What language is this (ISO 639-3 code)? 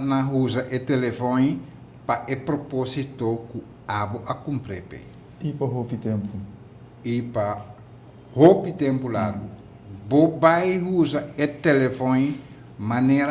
pap